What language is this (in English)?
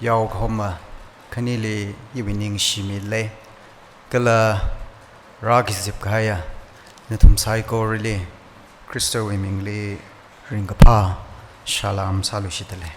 Tangkhul Naga (India)